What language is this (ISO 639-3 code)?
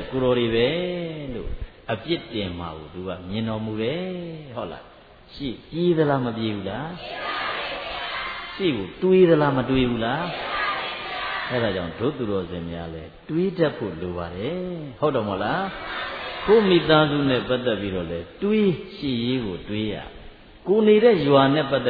mya